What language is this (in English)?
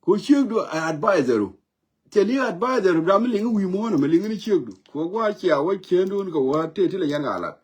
Nuer